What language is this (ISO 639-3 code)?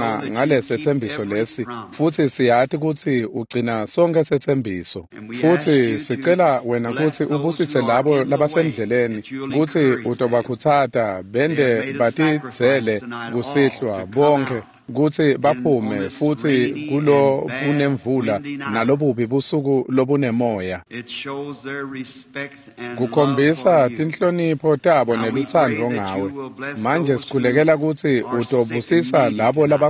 ssw